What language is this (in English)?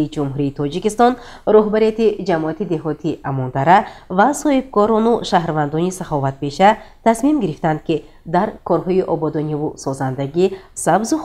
Tajik